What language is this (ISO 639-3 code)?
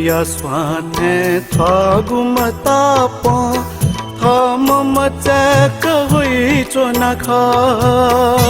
new